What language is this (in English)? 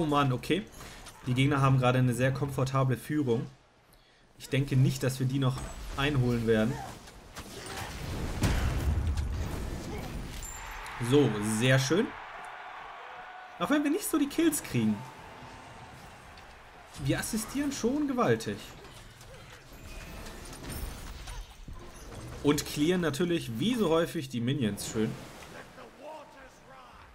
German